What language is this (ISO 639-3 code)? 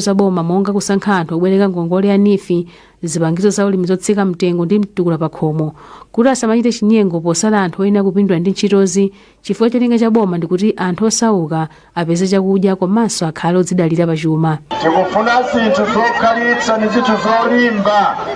nya